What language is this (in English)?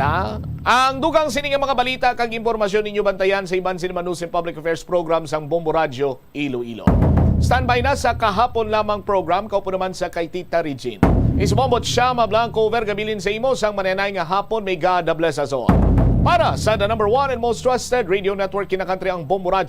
Hiligaynon